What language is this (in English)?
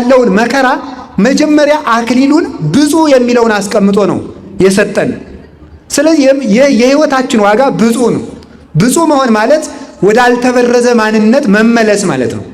Amharic